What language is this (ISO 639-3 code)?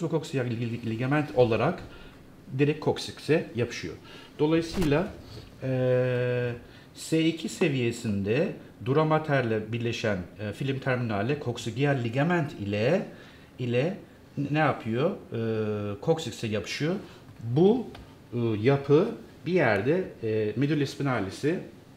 tur